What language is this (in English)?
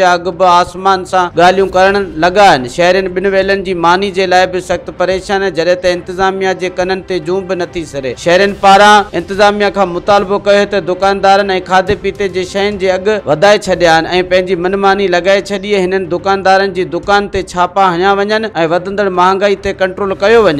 Sindhi